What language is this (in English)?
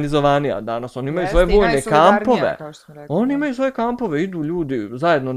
Bosnian